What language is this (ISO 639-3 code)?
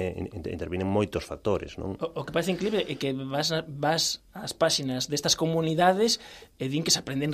glg